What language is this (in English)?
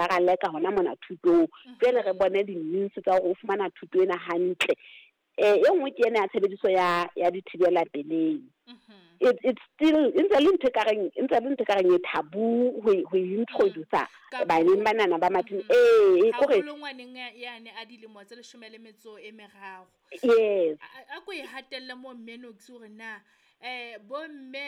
Southern Sotho